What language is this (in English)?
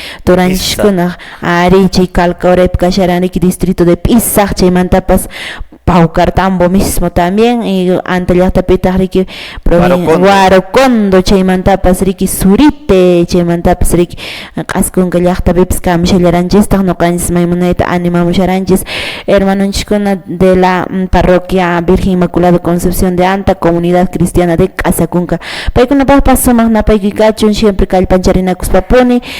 Quechua